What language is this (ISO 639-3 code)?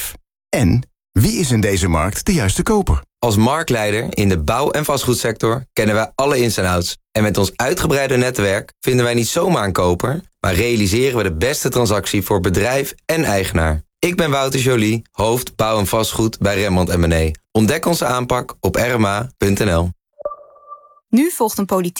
nld